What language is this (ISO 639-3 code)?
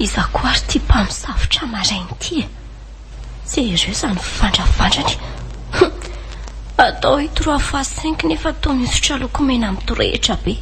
mlg